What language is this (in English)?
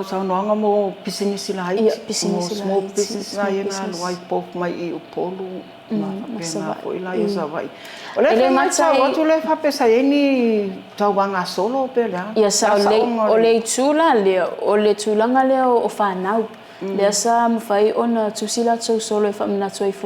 Samoan